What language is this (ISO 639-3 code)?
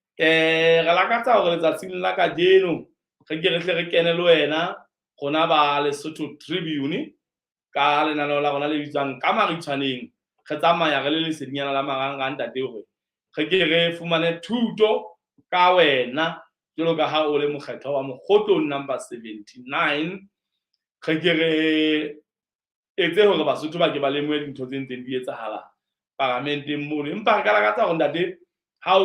sot